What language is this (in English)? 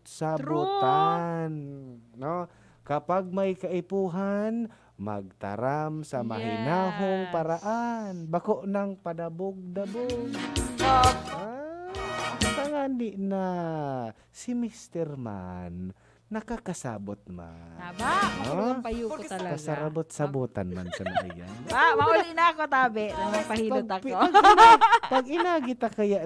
Bikol